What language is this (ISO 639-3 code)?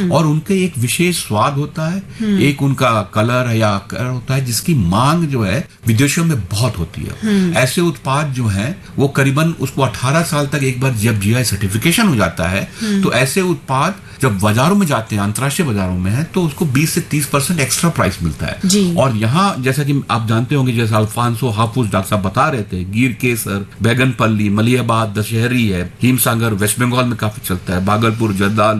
hin